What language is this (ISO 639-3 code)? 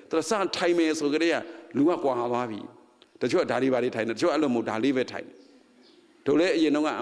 mya